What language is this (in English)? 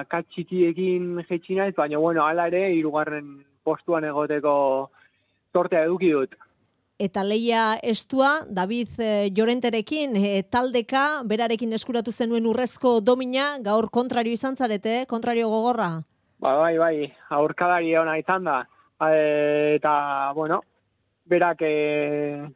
Basque